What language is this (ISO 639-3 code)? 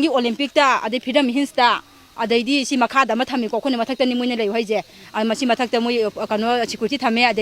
mni